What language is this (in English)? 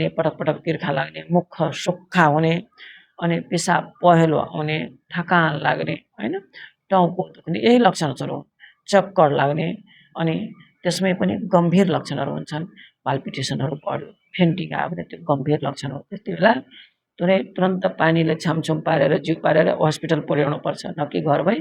Nepali